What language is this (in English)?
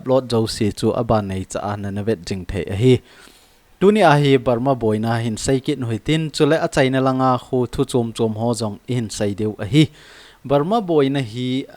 Thado Chin